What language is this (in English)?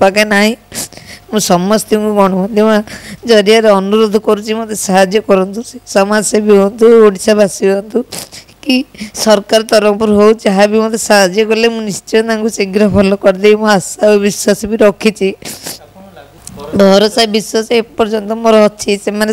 Odia